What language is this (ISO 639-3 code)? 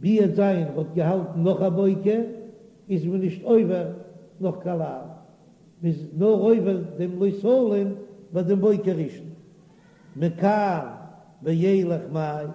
yid